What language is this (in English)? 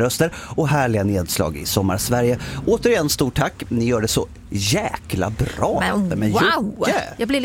Swedish